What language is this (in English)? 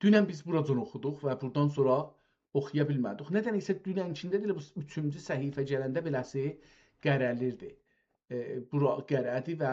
South Azerbaijani